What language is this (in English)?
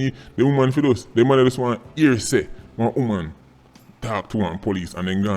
Jamaican Creole English